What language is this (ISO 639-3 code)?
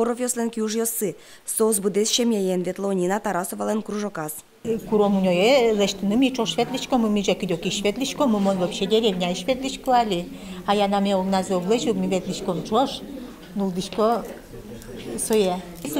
udm